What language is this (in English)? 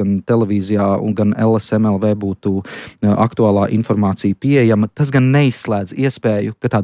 Latvian